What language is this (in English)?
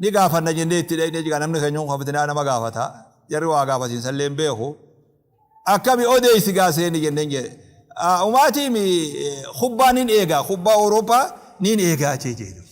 Oromo